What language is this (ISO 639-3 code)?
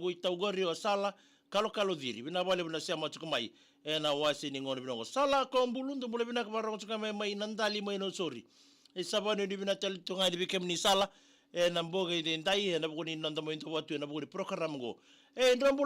fij